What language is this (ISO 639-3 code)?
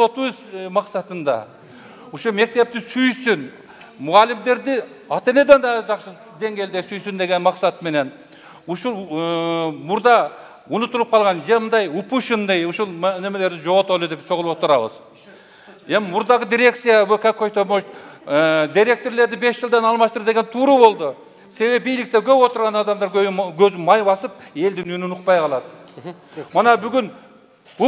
kir